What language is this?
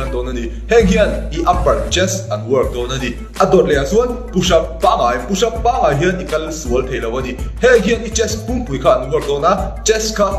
Mizo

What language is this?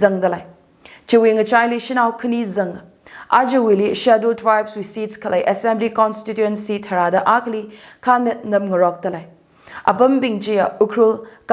Tangkhul Naga (India)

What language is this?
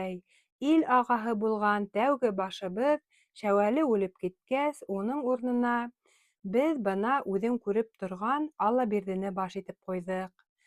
Bashkir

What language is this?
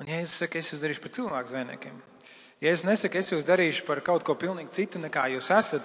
Latvian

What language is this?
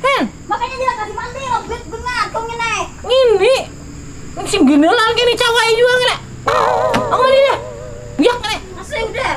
Banjar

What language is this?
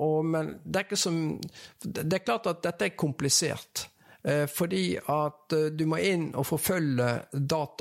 Norwegian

